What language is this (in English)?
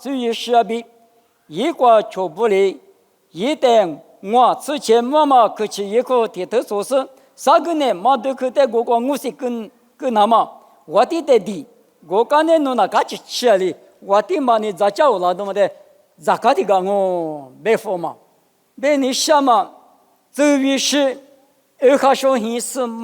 Lisu